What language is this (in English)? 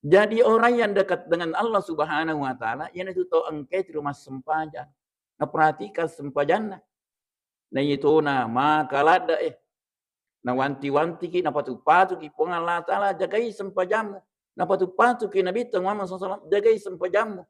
Buginese